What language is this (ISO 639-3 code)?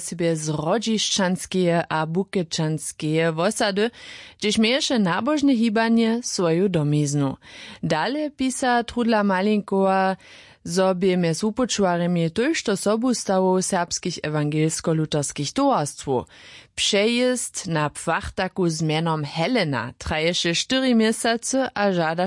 hsb